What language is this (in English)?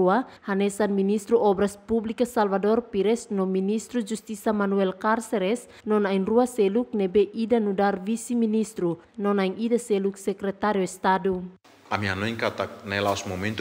Tetum